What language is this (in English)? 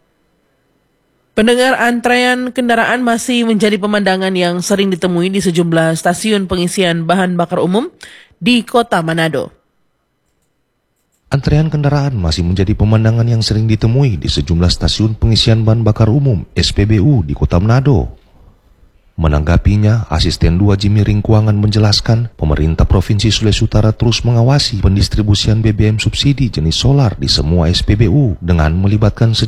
Indonesian